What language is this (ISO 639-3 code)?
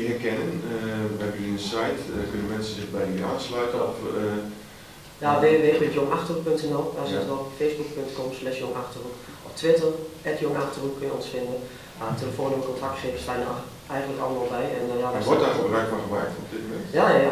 nld